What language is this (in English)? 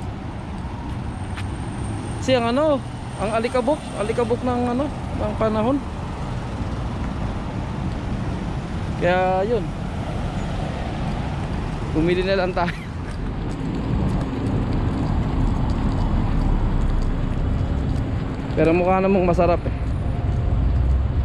Filipino